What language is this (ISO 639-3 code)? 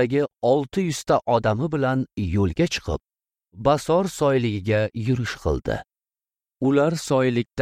uzb